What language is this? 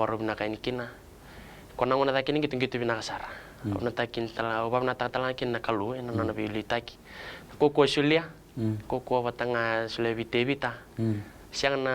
Fijian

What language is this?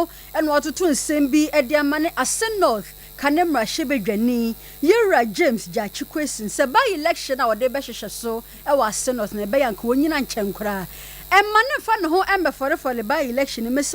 Akan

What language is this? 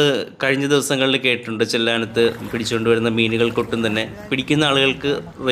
Malayalam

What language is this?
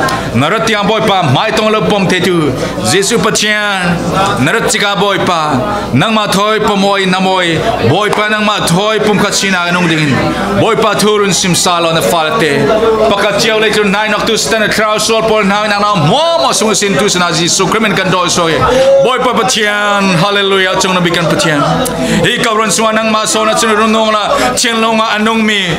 Falam Chin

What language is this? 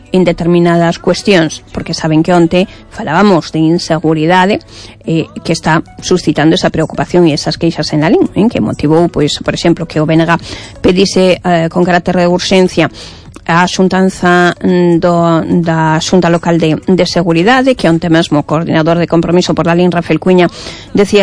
Galician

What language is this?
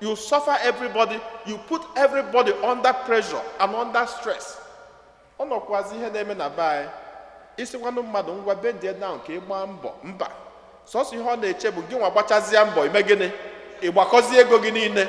Igbo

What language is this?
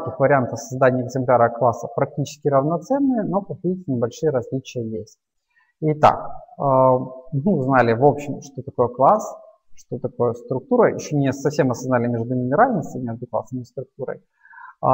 Russian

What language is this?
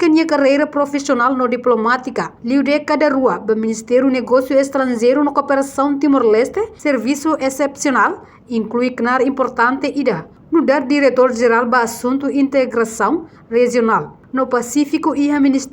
Tetum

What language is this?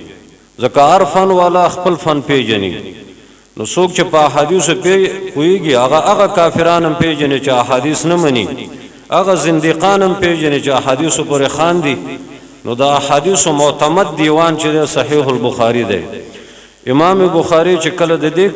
Pashto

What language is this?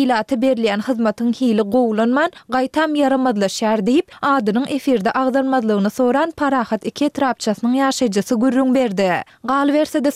Turkmen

